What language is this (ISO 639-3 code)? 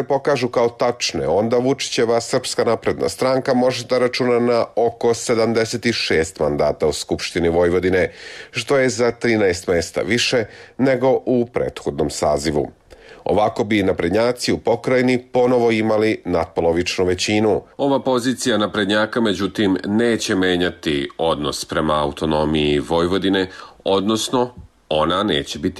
srp